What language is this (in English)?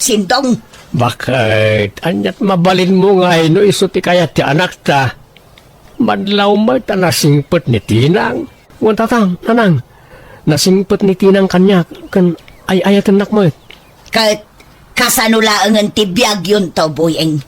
Iloko